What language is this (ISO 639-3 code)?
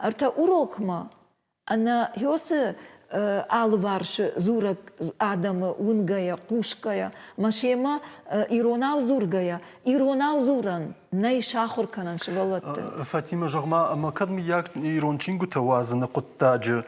oss